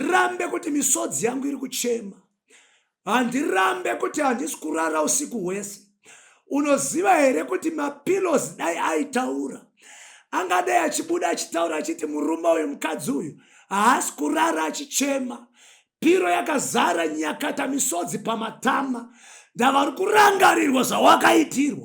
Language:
Shona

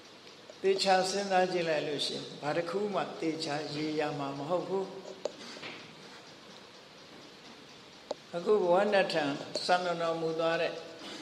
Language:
Burmese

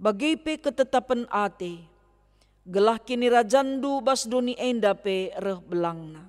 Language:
Batak Karo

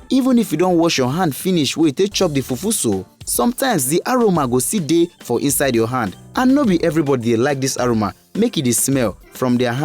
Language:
Nigerian Pidgin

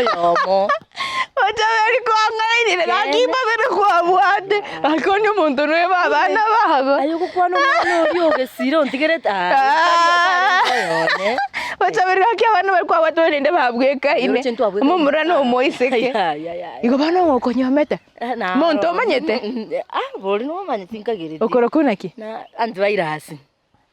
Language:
Gusii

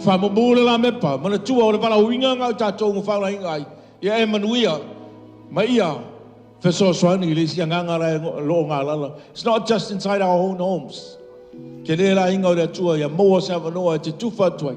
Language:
Samoan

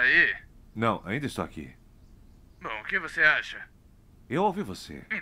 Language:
Portuguese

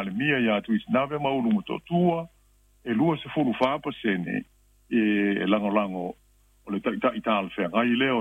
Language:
Samoan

